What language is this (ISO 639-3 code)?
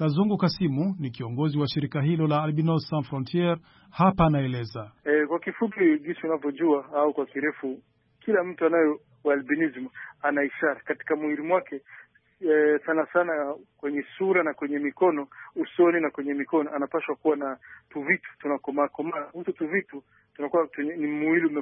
swa